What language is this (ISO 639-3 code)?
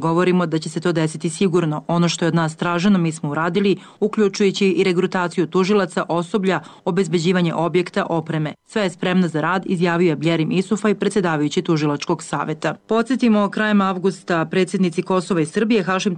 srp